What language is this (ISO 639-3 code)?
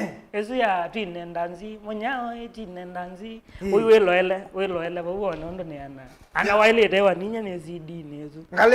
kam